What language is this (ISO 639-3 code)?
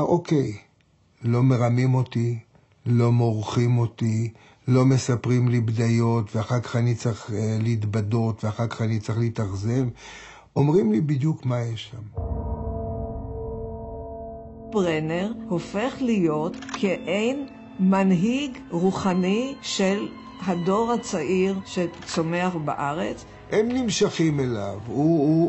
heb